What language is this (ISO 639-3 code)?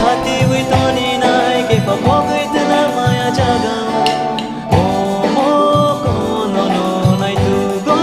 trp